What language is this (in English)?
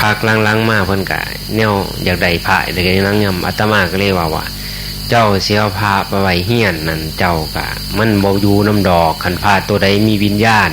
Northeastern Thai